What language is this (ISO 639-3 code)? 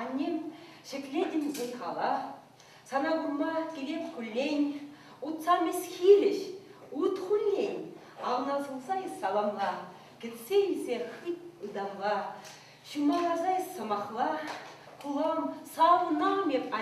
chv